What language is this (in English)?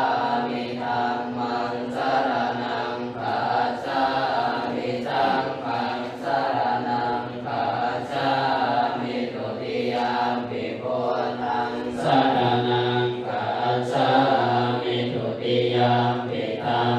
Pali